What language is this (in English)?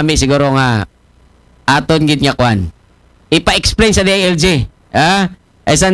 Aklanon